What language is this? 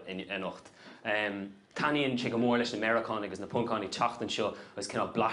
Irish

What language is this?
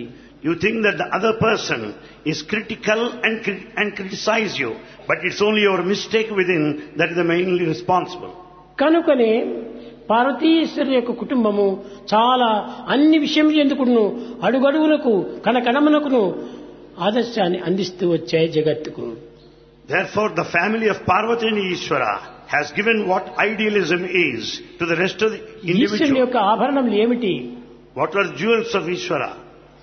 Telugu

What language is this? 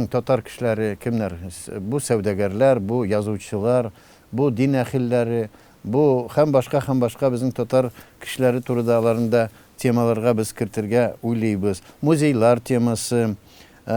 Tatar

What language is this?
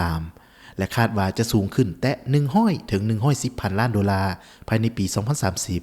Lao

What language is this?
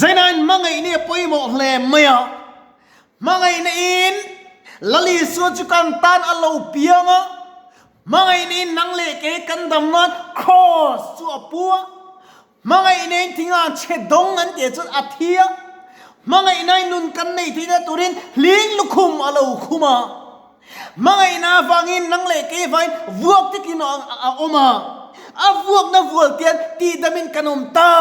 Mizo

